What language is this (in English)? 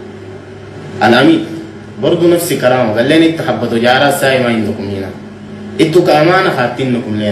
Sudanese Arabic